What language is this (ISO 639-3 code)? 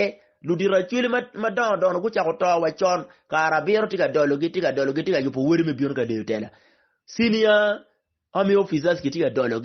ach